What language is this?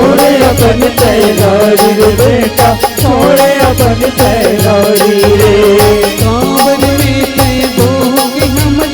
Chhattisgarhi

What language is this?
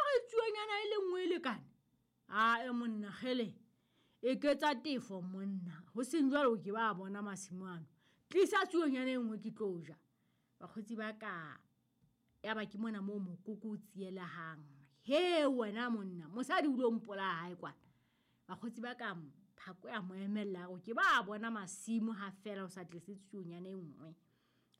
Southern Sotho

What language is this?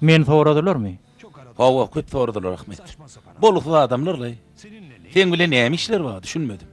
Turkmen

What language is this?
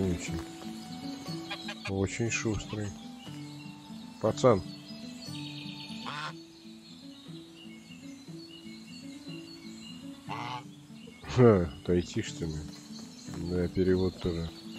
Russian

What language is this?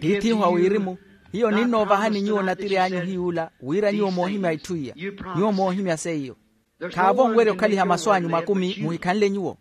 Makhuwa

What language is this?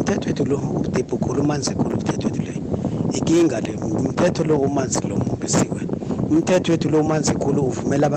South Ndebele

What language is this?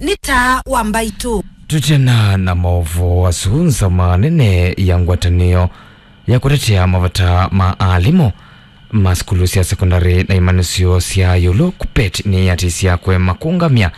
Kamba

